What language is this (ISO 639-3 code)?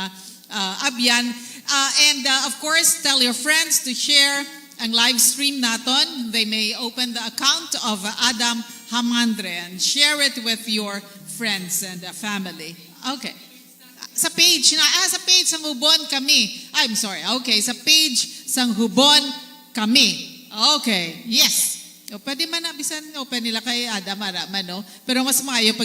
hil